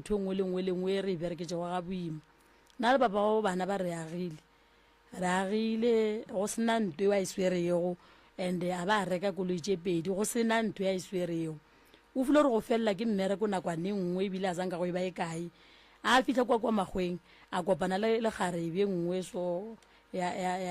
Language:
Northern Sotho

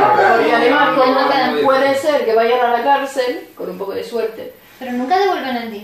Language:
Spanish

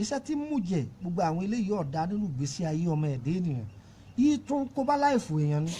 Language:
Yoruba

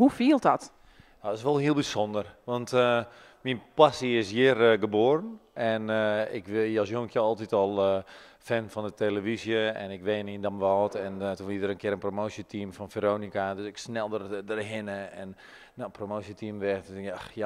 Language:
Western Frisian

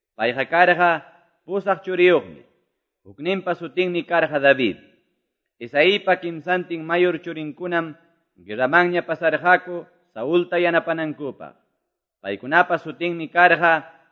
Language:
Quechua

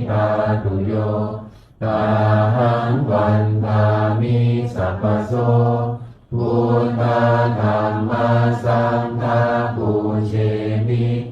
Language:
Pali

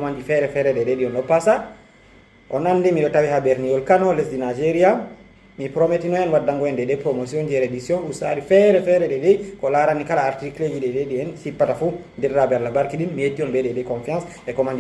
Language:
Fula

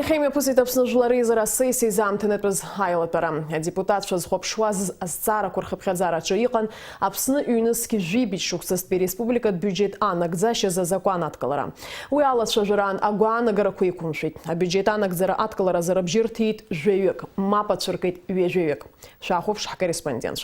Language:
Abkhazian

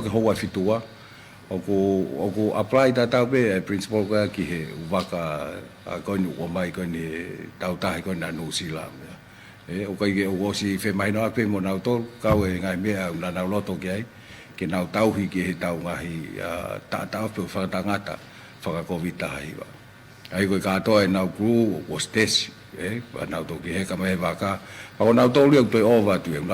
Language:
Tongan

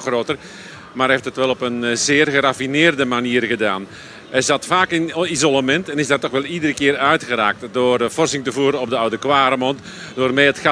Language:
Dutch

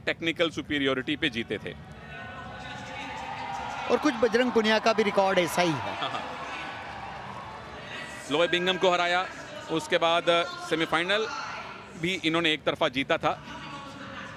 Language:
Hindi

